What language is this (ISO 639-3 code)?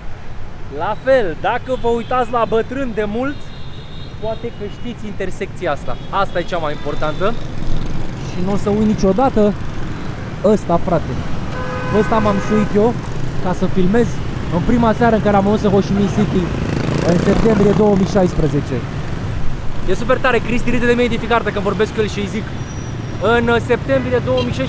ron